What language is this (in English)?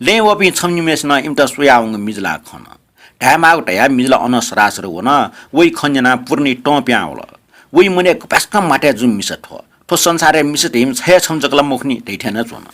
Newari